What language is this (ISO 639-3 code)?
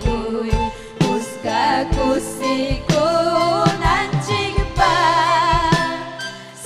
quy